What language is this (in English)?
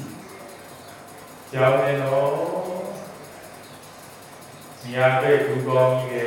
Burmese